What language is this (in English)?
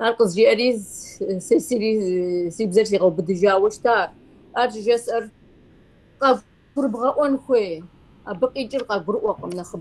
Kabardian